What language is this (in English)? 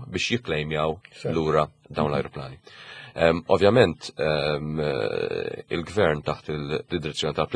Maltese